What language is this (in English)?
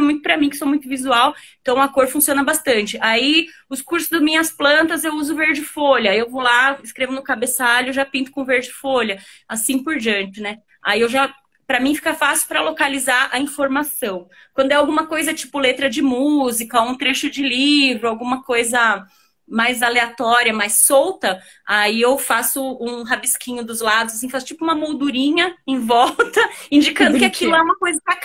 Portuguese